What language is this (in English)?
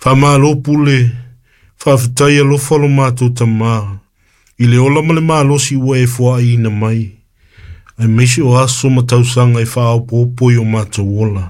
Samoan